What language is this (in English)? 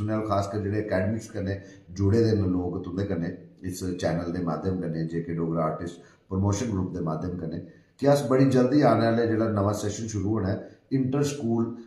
Dogri